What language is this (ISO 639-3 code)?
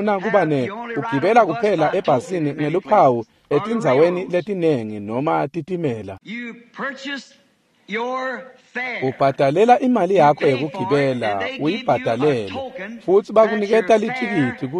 ssw